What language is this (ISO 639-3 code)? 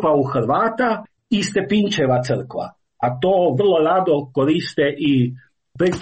hrv